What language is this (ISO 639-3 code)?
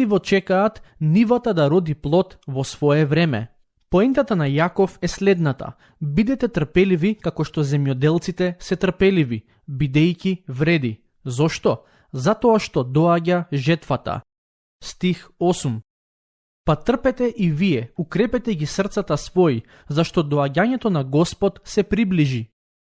mkd